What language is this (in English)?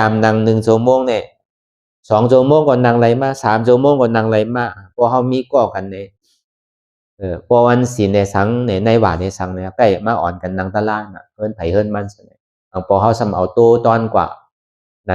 Shan